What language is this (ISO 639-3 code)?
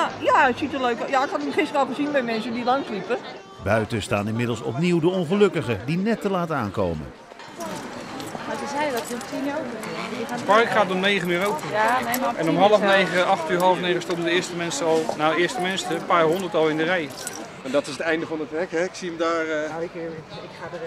nld